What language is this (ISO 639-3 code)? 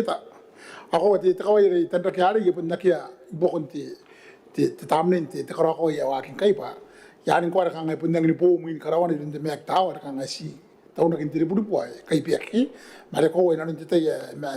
gil